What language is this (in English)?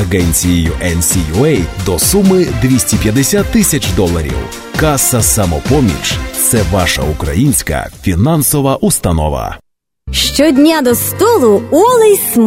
Ukrainian